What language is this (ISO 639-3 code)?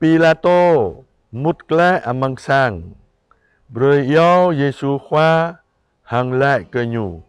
jra